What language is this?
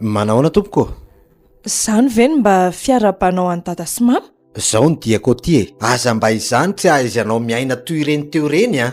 Malagasy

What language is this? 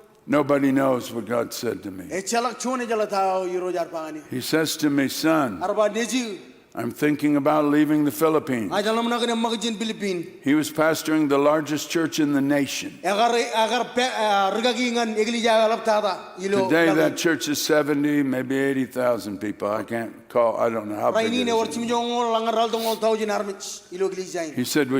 Marshallese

